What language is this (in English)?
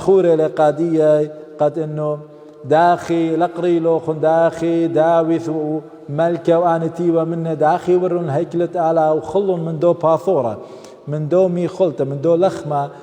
Assyrian Neo-Aramaic